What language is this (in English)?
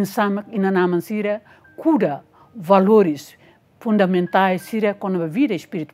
Tetum